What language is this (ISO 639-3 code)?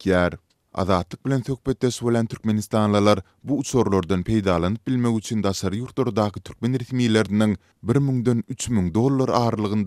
tuk